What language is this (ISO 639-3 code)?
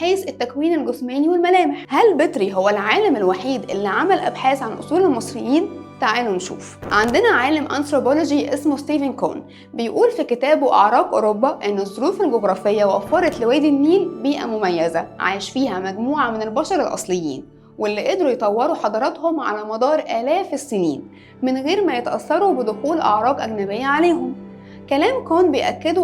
arz